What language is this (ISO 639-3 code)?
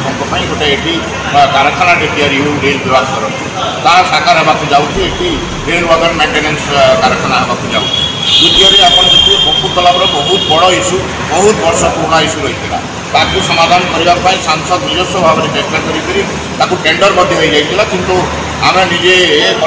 ori